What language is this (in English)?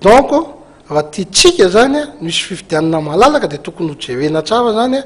Malagasy